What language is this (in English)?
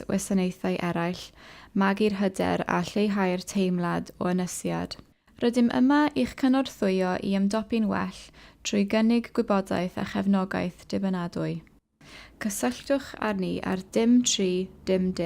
Welsh